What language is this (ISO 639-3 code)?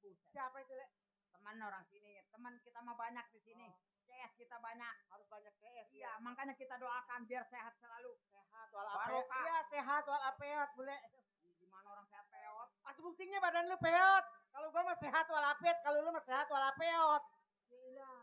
bew